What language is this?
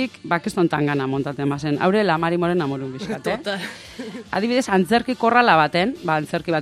Basque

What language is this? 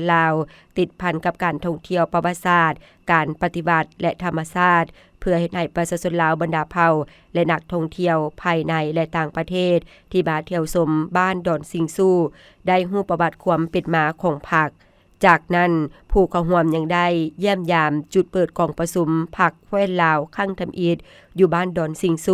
Lao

